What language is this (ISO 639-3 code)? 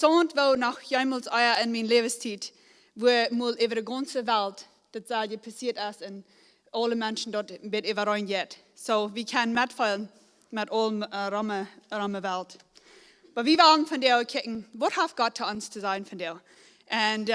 pdt